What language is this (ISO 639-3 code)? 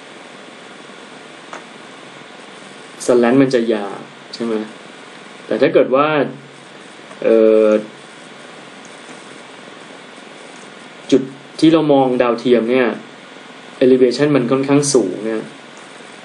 tha